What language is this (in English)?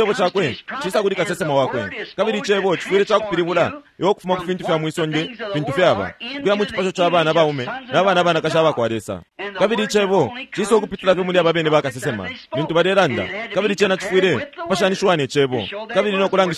Bemba